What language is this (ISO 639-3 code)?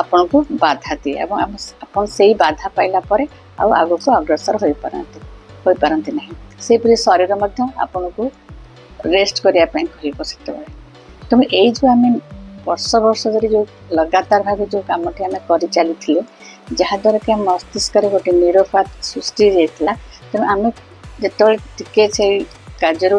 ori